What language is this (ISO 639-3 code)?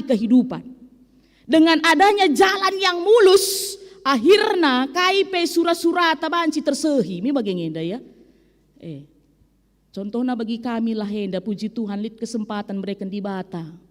btx